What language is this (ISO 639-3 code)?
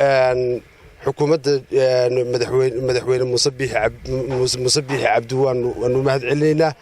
som